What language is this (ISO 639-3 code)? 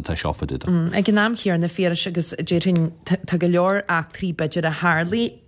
gle